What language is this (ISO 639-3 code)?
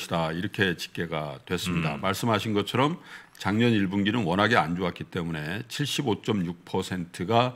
kor